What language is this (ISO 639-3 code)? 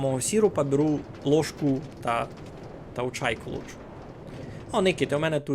rue